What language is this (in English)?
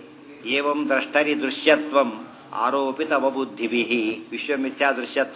Kannada